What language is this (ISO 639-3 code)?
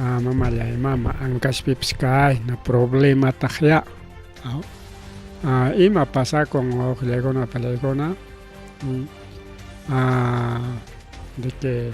quy